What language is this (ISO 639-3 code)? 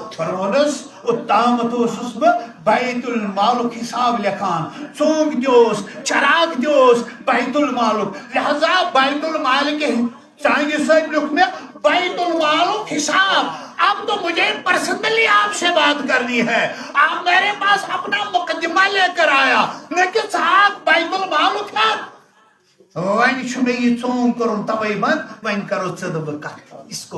kas